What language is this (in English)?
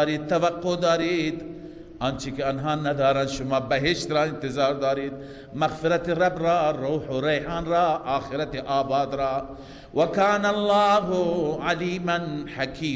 Persian